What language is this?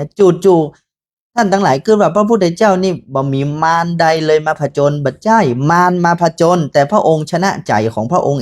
Northern Thai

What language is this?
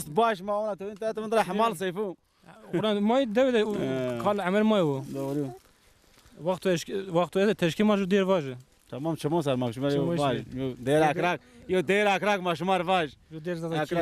Zaza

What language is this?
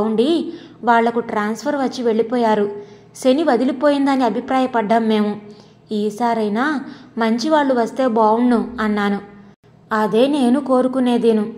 Telugu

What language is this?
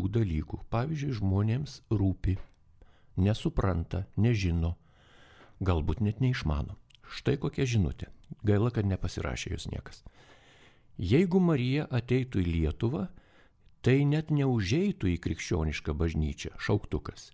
Lithuanian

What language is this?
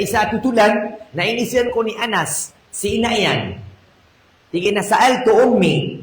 Maranao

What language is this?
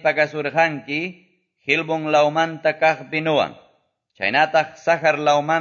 Quechua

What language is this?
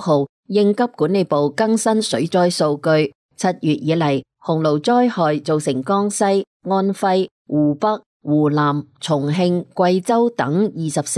Cantonese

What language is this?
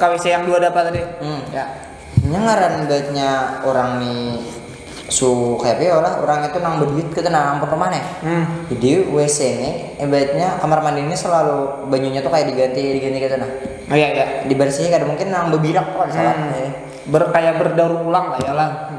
Banjar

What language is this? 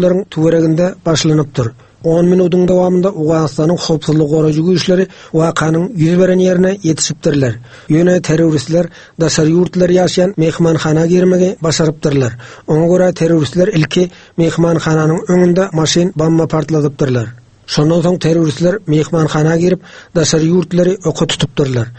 Turkmen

